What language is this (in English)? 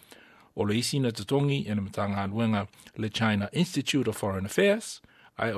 Samoan